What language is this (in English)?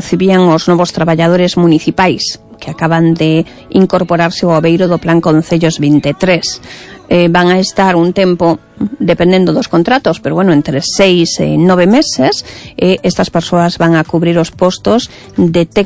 Galician